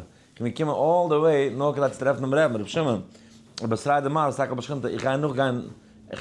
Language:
Yiddish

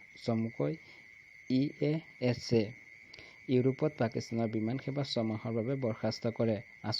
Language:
Assamese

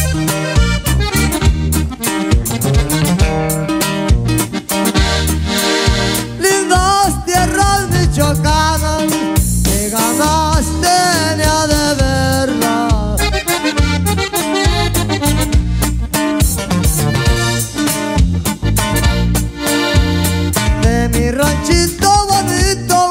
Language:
Spanish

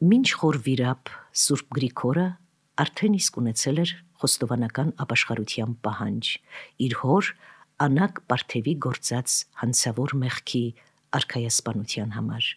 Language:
Armenian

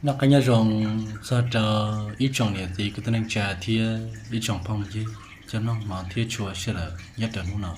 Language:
Hmong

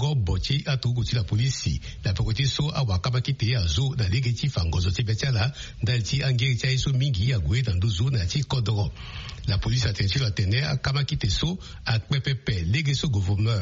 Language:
Sango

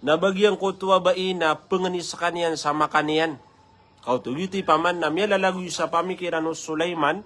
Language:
Maranao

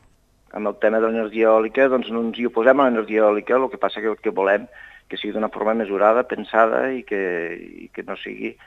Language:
Catalan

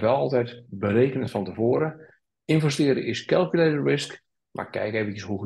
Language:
Dutch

